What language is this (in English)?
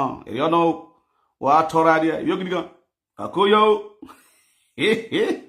Nigerian Pidgin